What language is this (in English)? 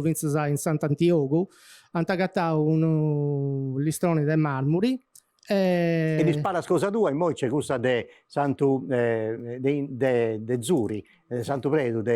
Sardinian